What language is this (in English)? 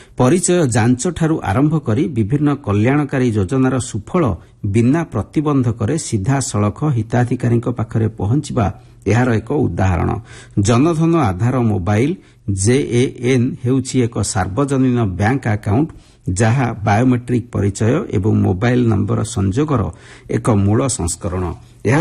Odia